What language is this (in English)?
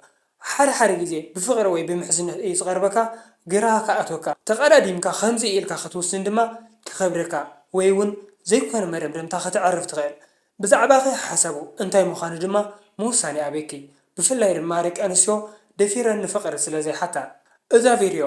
Tigrinya